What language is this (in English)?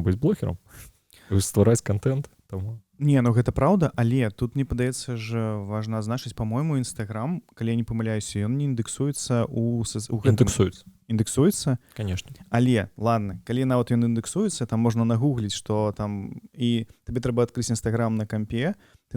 Belarusian